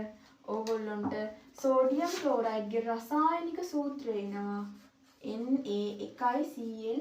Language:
Sinhala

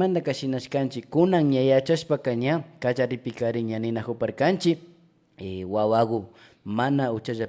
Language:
Imbabura Highland Quichua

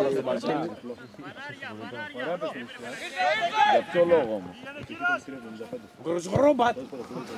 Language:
Greek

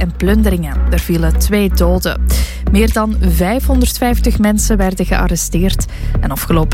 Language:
Dutch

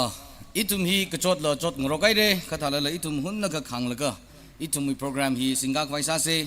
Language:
Tangkhul Naga (India)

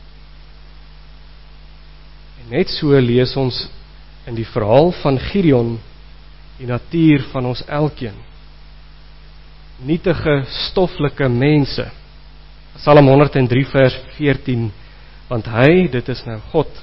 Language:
Afrikaans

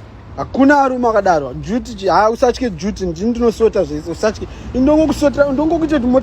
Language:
Shona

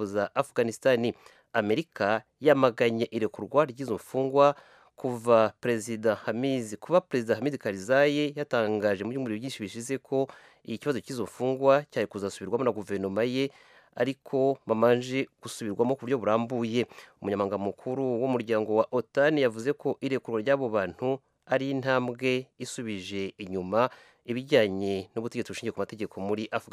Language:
Kinyarwanda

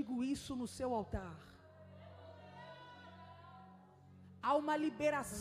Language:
Portuguese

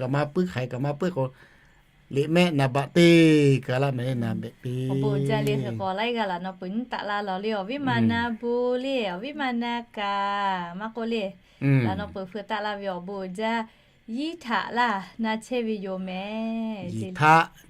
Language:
Lahu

